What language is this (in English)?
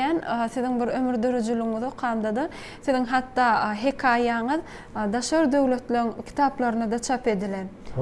Turkmen